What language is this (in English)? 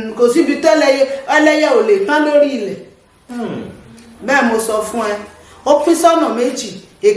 Yoruba